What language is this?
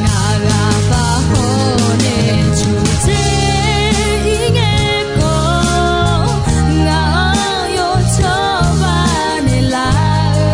Akha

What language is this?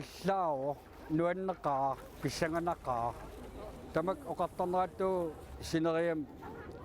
Kalaallisut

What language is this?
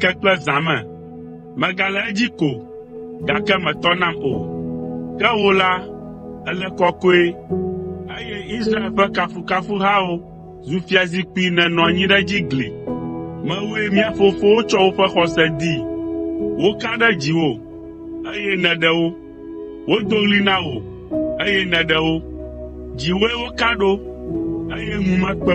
Ewe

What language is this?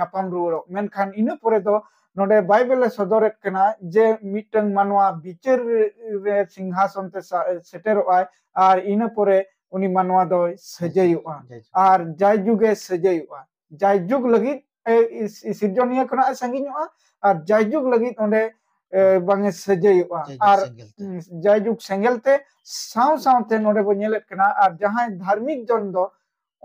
Santali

